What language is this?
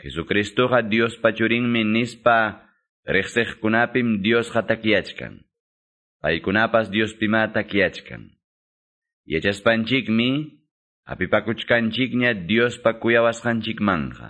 Ayacucho Quechua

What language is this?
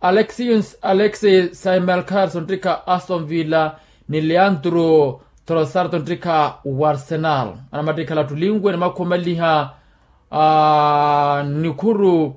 Makhuwa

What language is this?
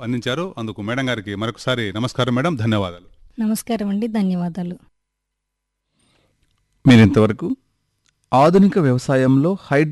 Telugu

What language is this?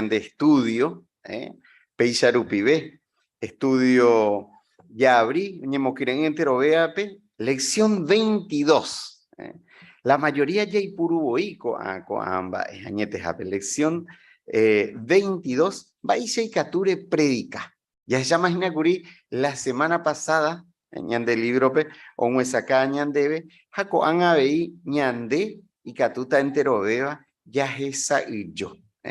Guarani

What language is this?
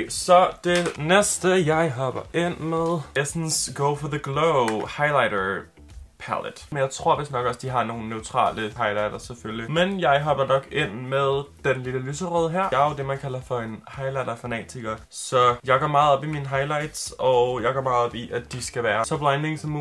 Danish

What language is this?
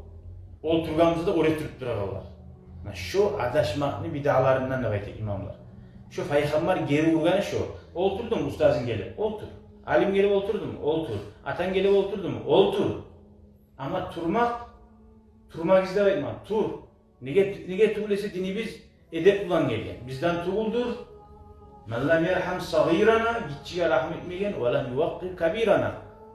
Kumyk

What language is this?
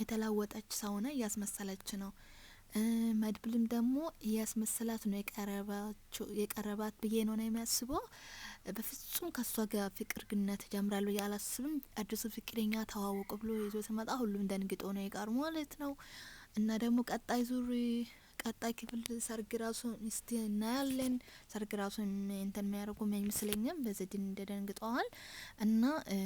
Amharic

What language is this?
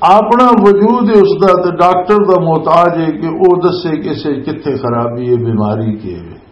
Western Panjabi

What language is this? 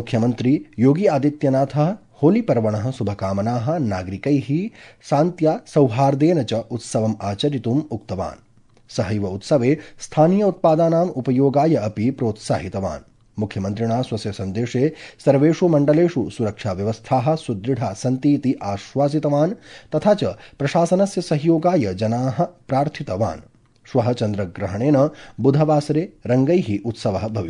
Sanskrit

